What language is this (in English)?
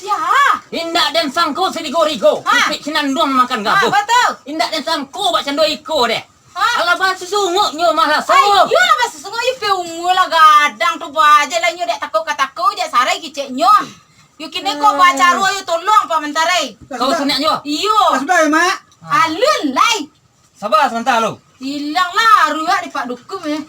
Minangkabau